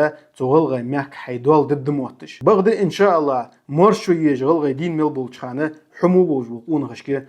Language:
Ingush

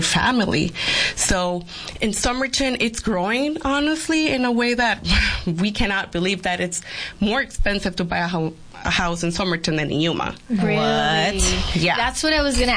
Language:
English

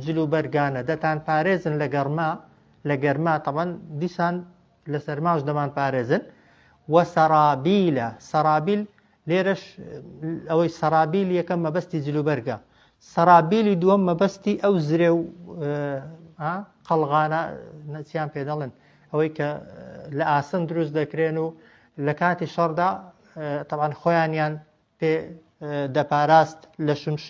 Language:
Central Kurdish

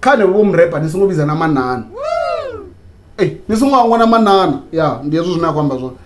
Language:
Venda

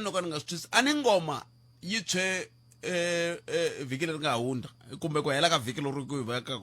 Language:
Tsonga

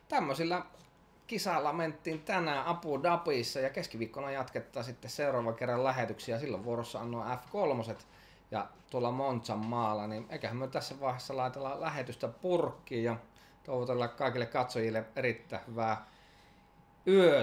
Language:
Finnish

